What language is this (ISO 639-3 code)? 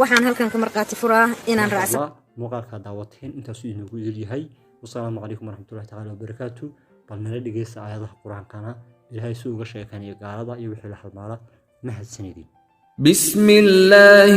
som